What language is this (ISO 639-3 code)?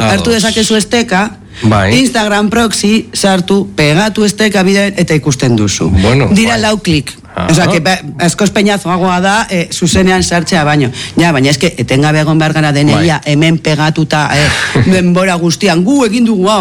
eus